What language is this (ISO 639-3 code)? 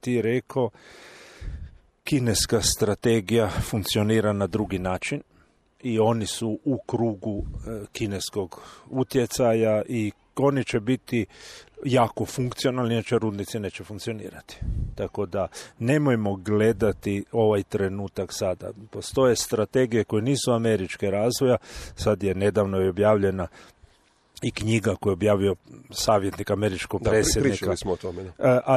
hrv